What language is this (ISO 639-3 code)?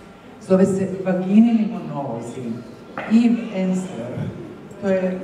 hrv